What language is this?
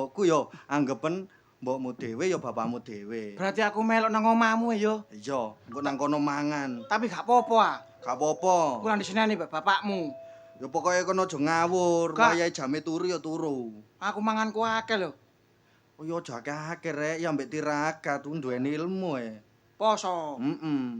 Javanese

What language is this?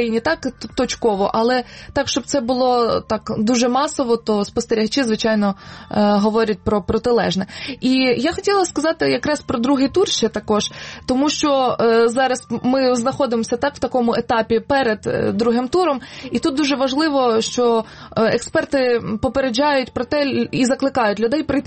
Ukrainian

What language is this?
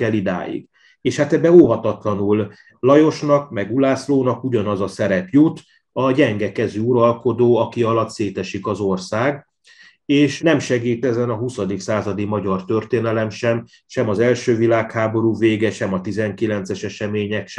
Hungarian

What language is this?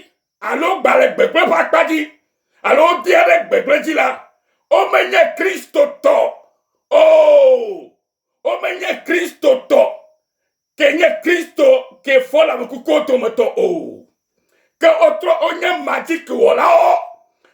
Ewe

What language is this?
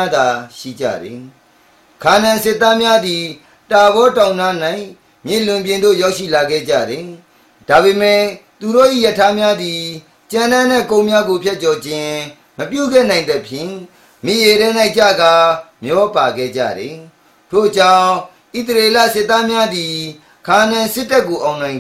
Burmese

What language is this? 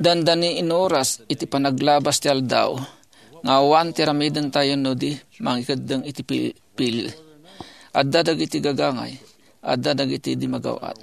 Iloko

